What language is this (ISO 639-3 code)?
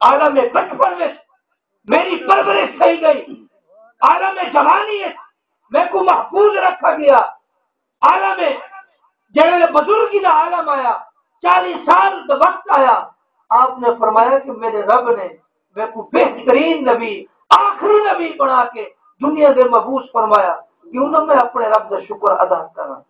skr